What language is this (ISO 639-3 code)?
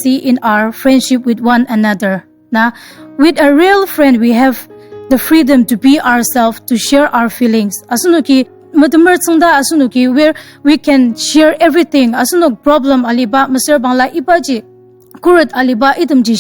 njo